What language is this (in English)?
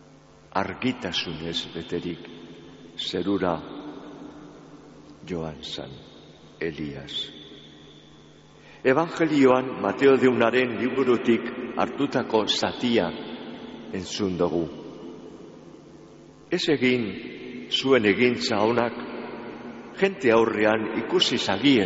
Basque